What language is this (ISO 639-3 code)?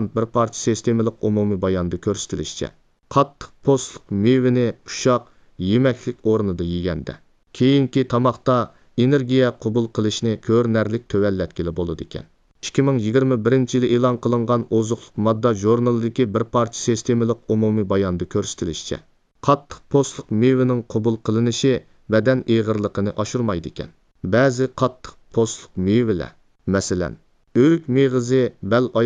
uig